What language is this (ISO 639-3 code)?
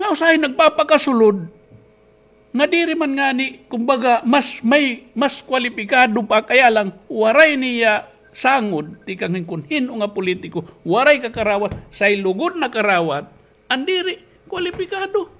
war